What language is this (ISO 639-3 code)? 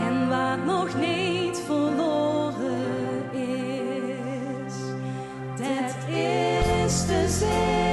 lim